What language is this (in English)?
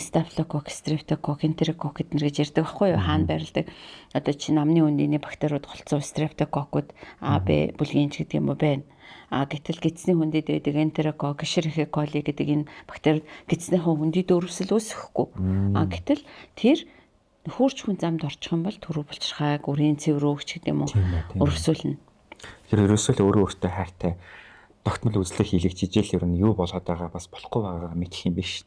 Mongolian